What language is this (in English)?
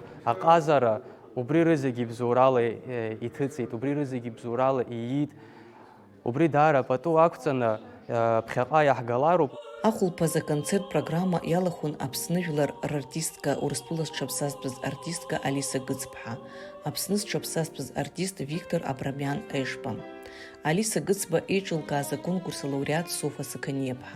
Abkhazian